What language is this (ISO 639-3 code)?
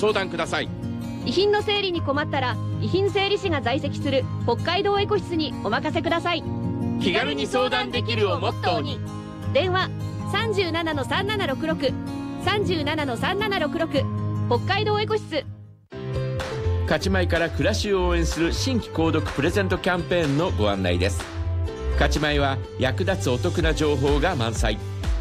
jpn